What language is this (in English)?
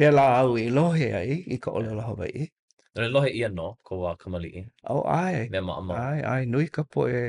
Hawaiian